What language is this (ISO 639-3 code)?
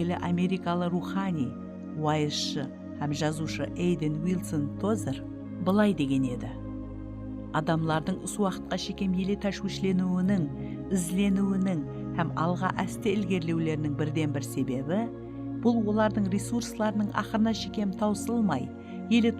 kaa